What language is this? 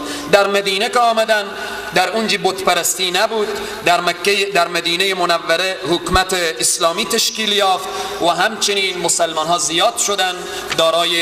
Persian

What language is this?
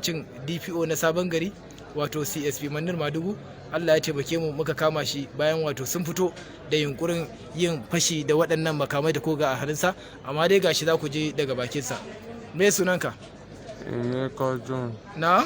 Hausa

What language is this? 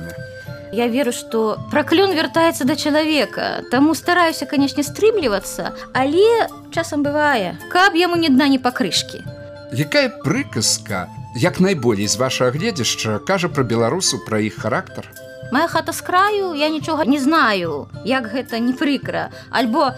Belarusian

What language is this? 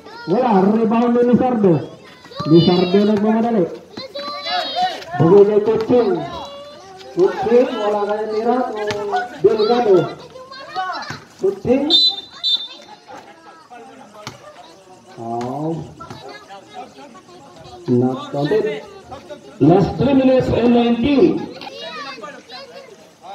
Filipino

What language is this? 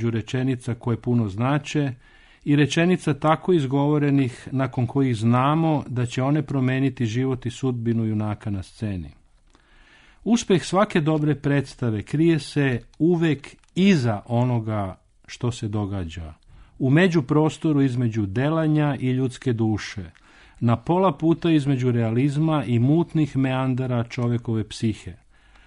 Serbian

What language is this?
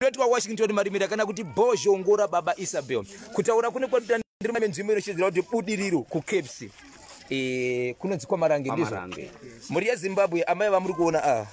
Shona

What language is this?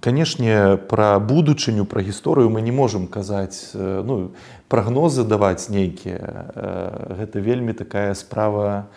Belarusian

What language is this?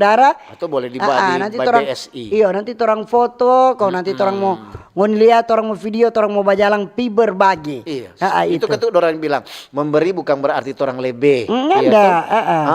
Manado Malay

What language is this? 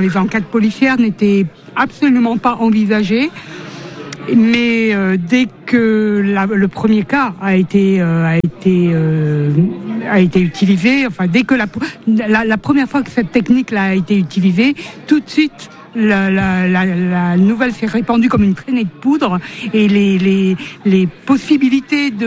French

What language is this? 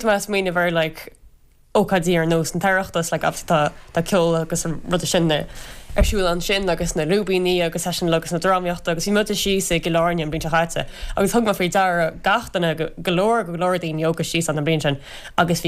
Irish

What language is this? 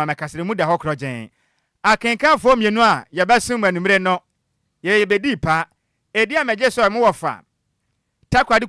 Akan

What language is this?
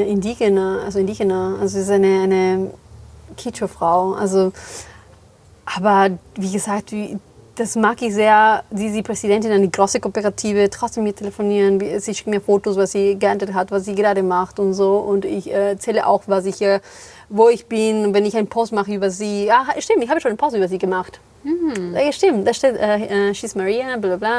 German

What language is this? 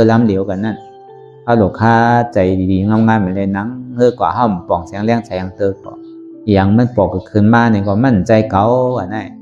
Shan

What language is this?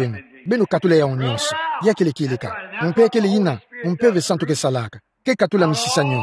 Kituba (Democratic Republic of Congo)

